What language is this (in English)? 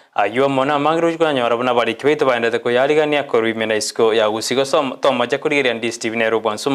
Gusii